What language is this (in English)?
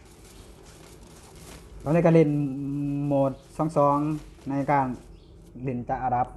Lao